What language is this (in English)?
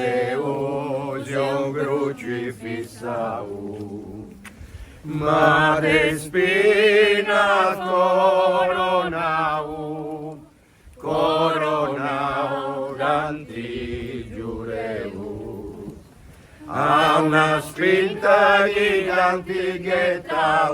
Sardinian